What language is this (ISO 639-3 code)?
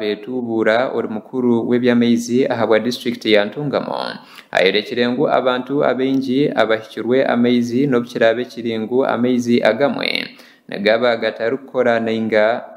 nyn